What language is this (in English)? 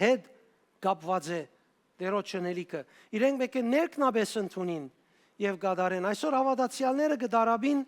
Western Armenian